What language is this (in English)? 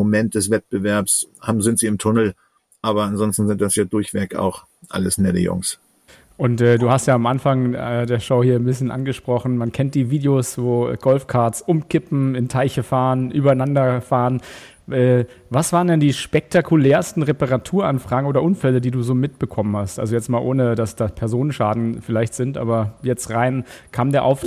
German